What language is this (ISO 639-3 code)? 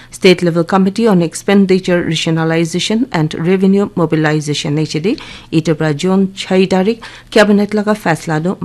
nag